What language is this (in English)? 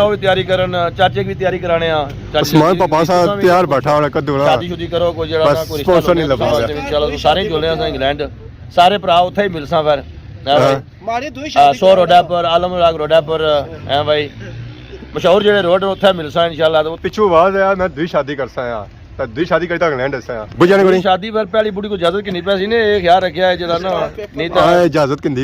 Pahari-Potwari